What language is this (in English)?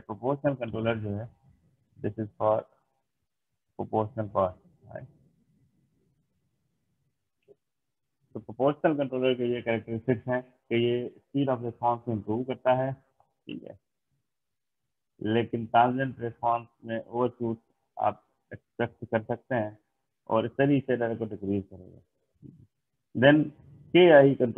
Hindi